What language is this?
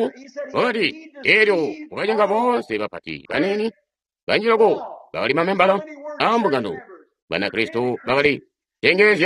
Tonga (Zambia)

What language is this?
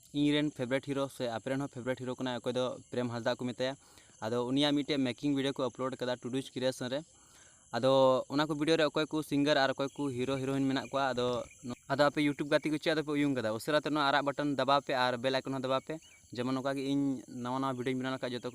Santali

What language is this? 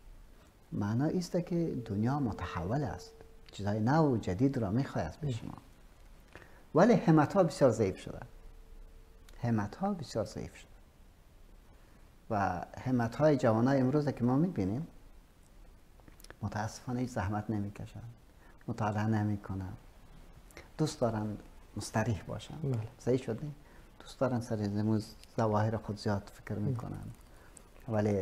Persian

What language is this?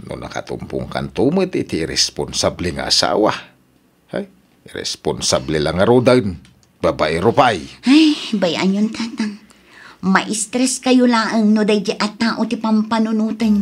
Iloko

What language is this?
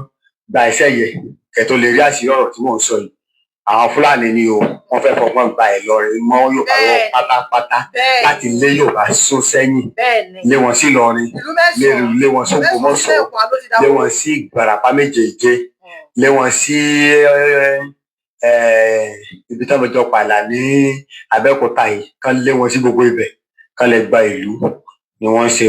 Yoruba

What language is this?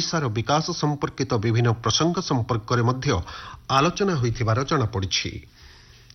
Odia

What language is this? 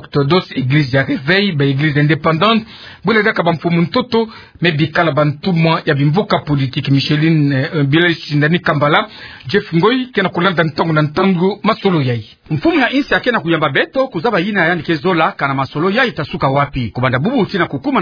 Kituba (Democratic Republic of Congo)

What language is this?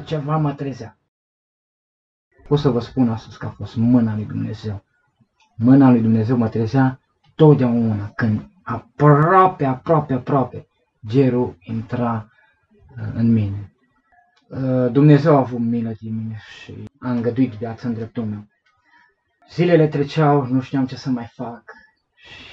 Romanian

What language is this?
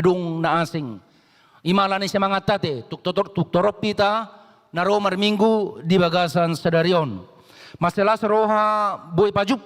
Batak Toba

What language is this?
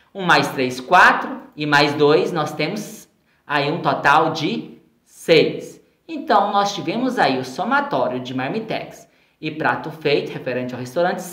Portuguese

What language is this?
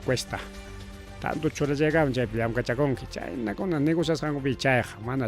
Ayacucho Quechua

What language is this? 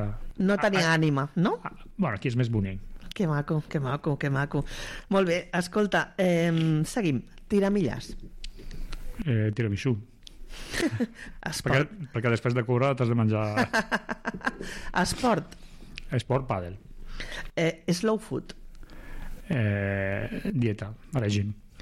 Catalan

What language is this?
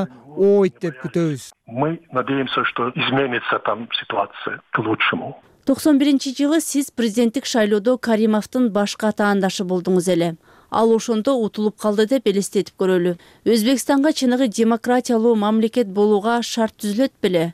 Kyrgyz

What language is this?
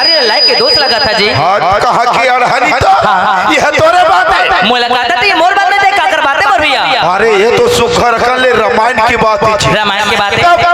Chhattisgarhi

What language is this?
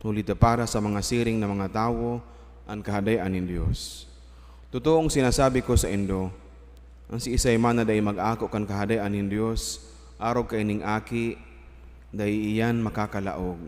Bikol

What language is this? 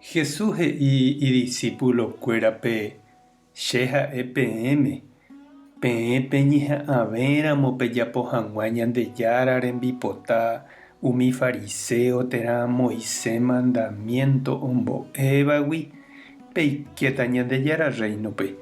Guarani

